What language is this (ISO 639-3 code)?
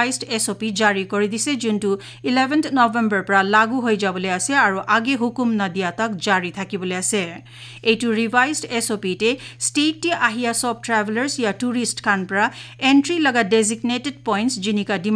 nag